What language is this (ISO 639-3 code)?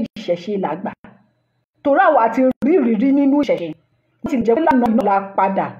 yor